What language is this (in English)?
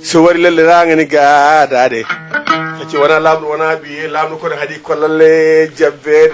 Fula